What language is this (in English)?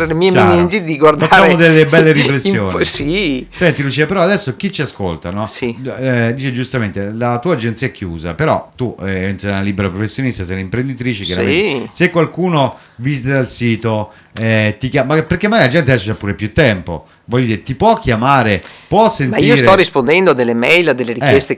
Italian